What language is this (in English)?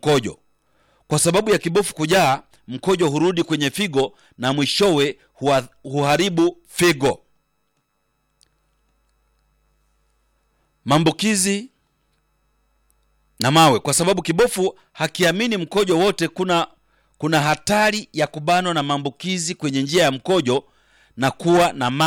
Swahili